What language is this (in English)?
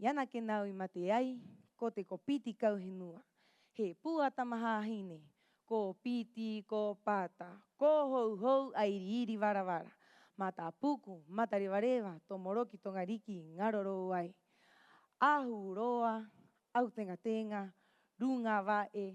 Rapanui